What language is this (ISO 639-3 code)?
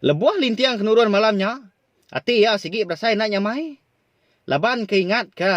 iba